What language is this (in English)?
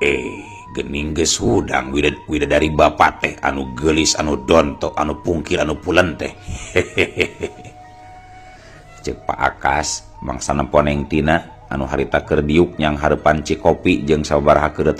Sundanese